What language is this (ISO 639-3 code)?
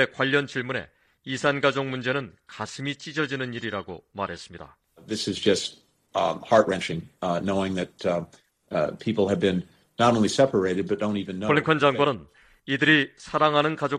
kor